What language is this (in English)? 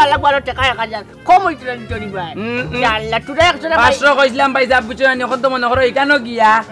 Sylheti